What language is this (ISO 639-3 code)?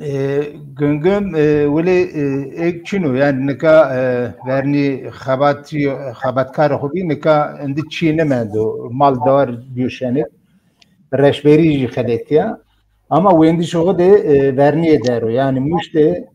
zza